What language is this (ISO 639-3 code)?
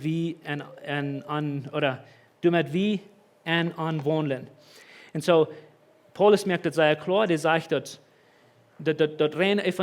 pdt